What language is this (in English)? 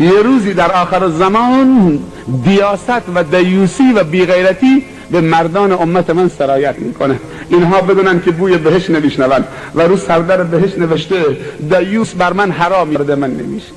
Persian